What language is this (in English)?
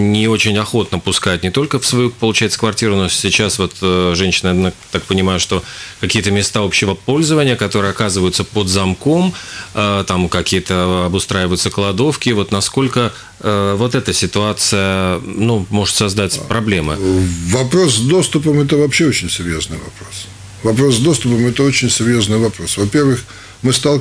Russian